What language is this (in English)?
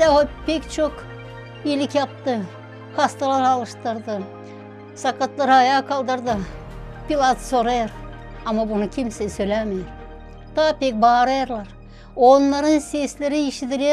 Gagauz